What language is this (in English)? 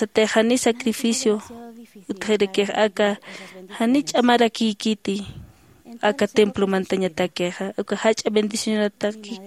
Aymara